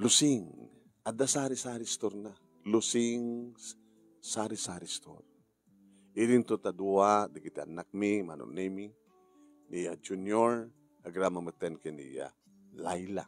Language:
Iloko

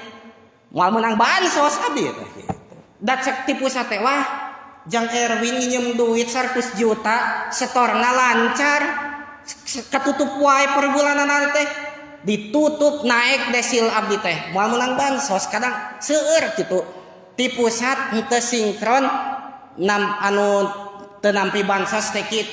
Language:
Sundanese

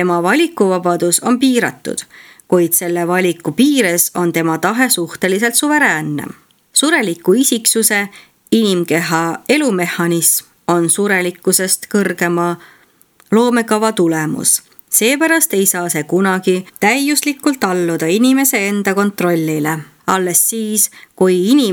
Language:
Estonian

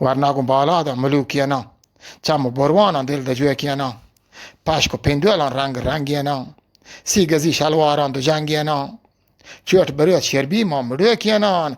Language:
Eastern Balochi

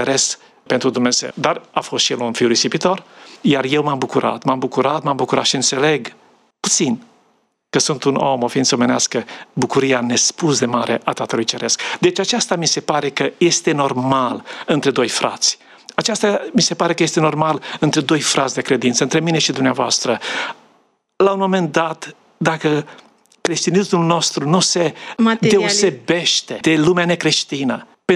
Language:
Romanian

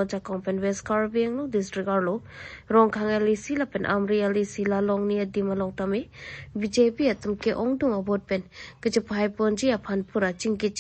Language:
Karbi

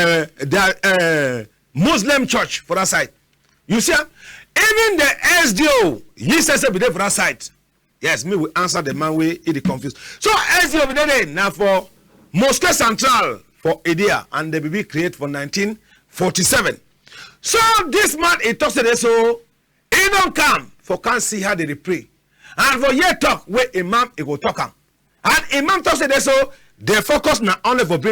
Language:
Cameroon Pidgin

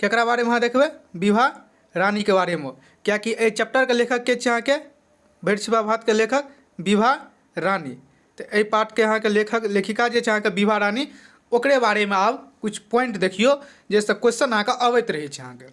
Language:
Maithili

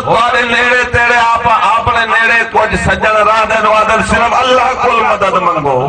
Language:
Saraiki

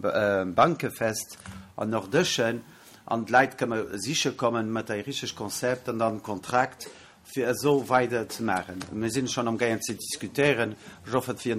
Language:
Luxembourgish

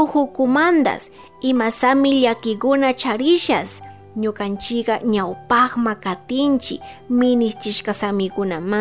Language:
Chimborazo Highland Quichua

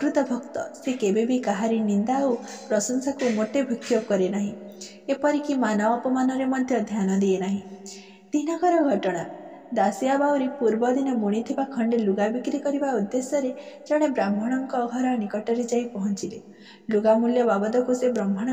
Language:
Odia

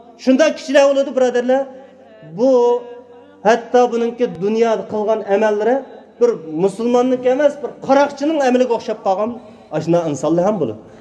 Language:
Uyghur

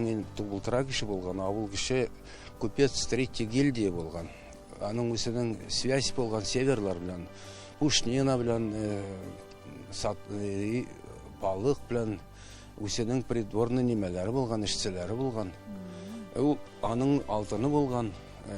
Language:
Tatar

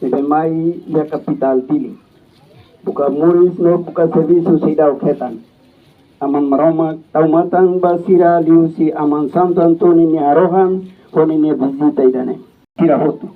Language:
Tetum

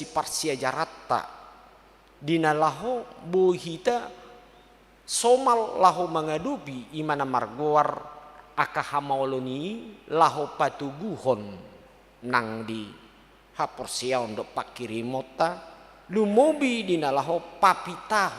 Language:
Batak Toba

